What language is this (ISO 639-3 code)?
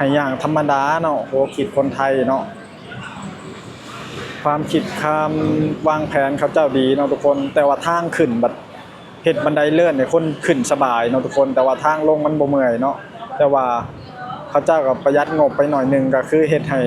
lao